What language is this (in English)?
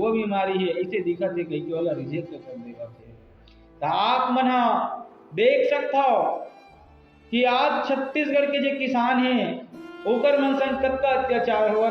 Chhattisgarhi